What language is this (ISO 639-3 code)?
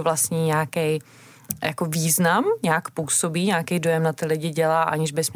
ces